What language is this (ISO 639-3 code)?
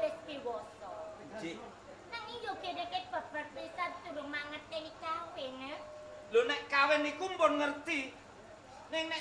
jav